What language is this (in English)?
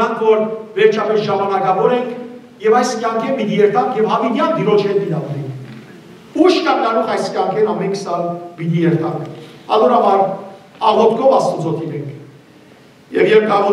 Western Armenian